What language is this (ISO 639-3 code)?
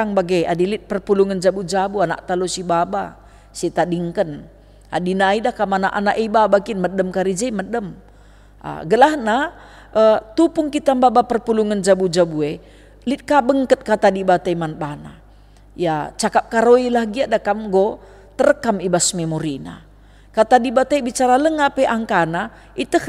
btx